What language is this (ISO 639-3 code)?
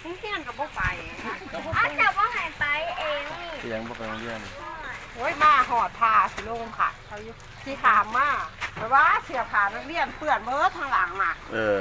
tts